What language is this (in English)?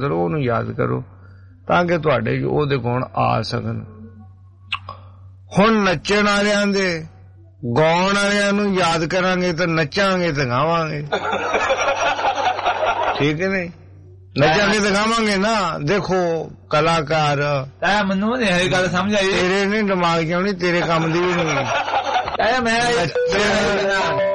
Punjabi